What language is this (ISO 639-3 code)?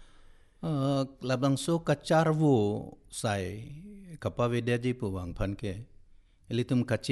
mjw